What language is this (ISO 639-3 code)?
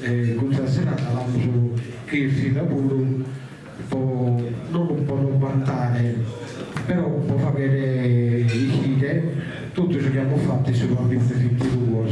srd